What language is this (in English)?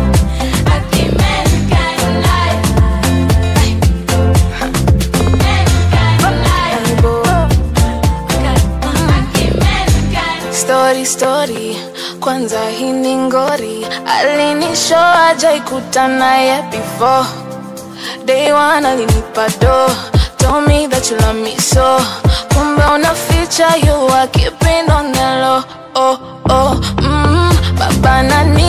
Swahili